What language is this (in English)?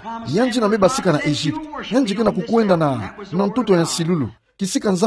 Kituba (Democratic Republic of Congo)